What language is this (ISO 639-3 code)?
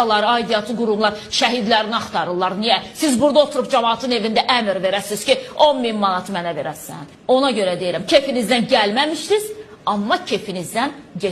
aze